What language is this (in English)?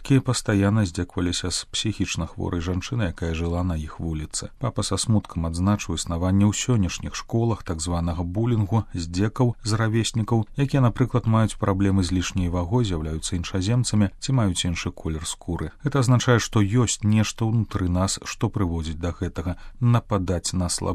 Belarusian